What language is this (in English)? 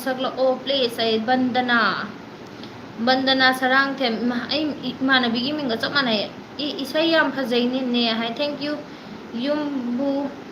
Manipuri